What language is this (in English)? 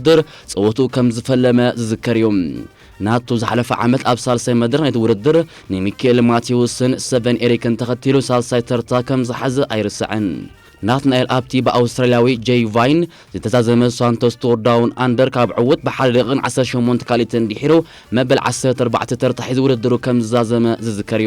Tigrinya